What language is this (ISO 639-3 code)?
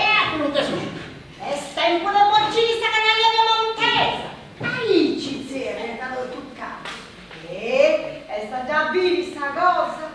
srd